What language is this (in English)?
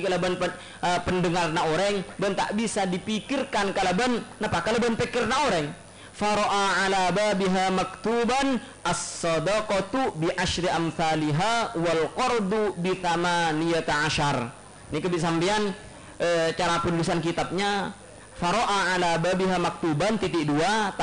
Madurese